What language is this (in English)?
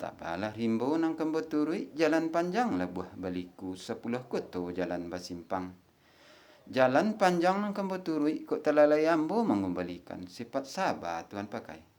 Minangkabau